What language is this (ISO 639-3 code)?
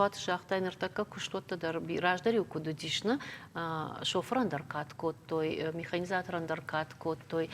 oss